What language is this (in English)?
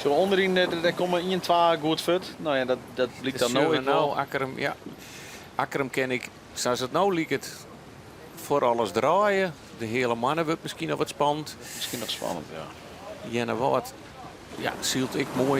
Western Frisian